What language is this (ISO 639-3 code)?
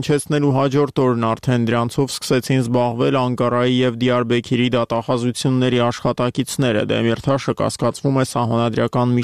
hye